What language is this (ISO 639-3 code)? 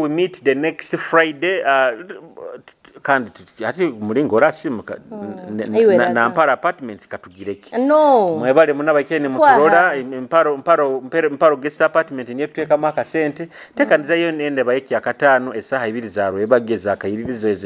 nyo